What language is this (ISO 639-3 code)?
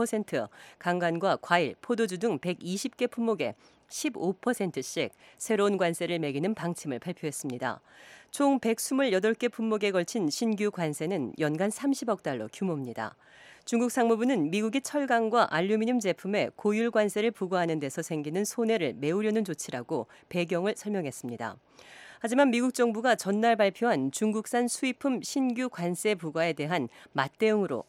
kor